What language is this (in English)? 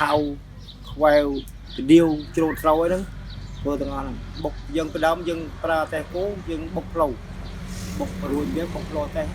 Khmer